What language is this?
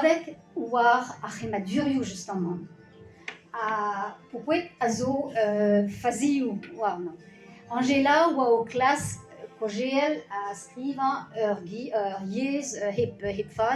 Breton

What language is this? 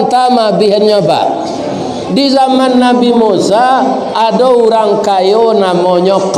Minangkabau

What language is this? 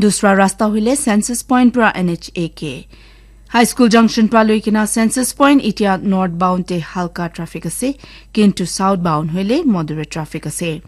Naga Pidgin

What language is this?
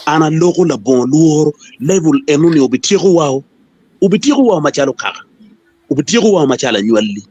Acoli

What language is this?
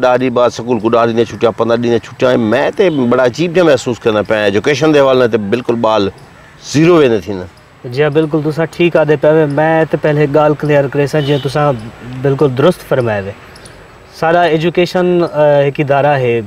Saraiki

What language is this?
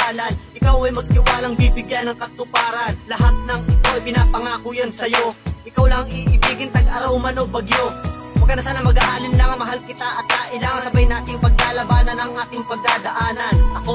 Filipino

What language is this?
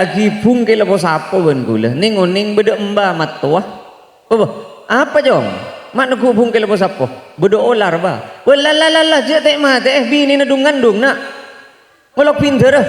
Madurese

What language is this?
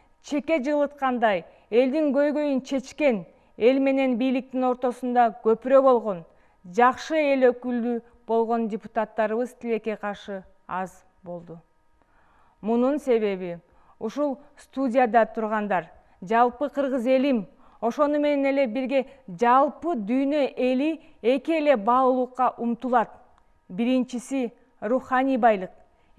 Kyrgyz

